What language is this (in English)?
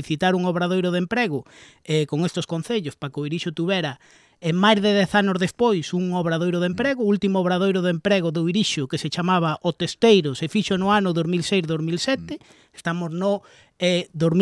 Galician